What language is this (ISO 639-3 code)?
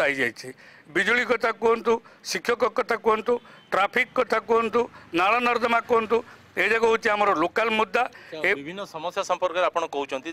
ori